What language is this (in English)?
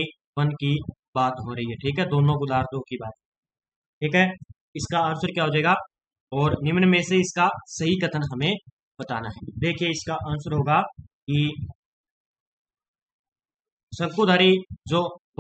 Hindi